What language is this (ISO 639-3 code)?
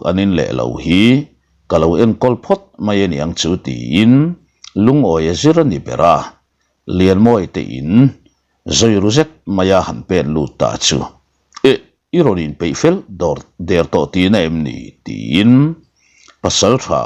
lus